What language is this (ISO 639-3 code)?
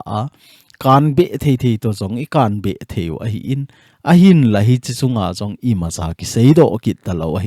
tcz